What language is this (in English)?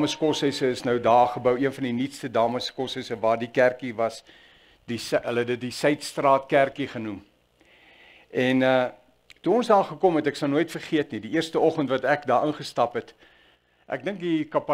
Afrikaans